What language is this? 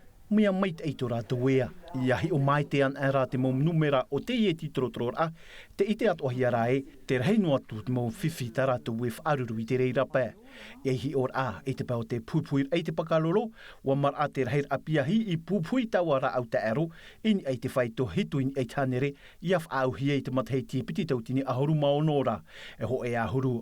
Tahitian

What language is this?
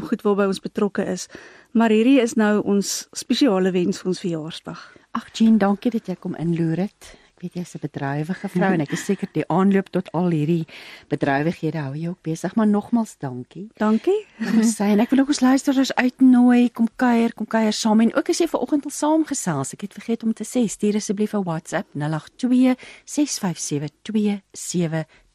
Afrikaans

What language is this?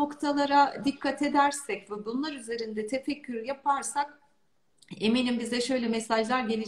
Turkish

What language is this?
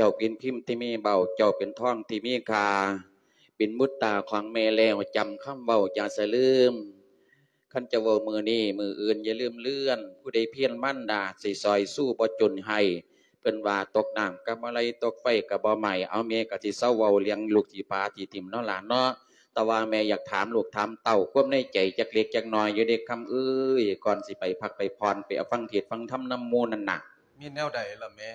Lao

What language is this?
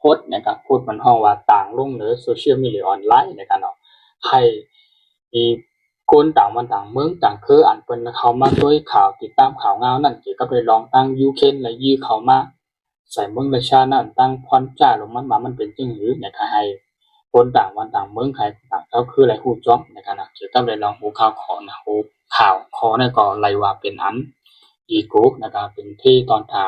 Shan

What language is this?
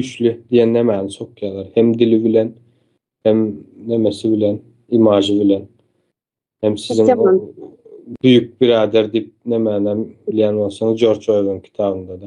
Turkmen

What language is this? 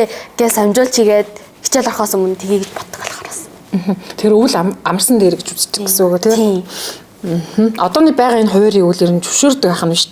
Mongolian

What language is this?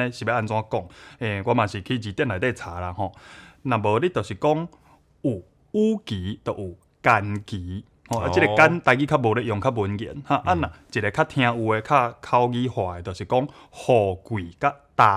Min Nan Chinese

